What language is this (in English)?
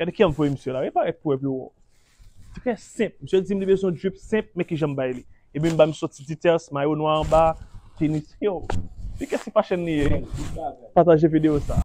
Haitian Creole